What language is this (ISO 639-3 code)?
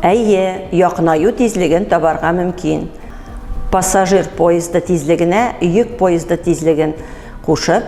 tat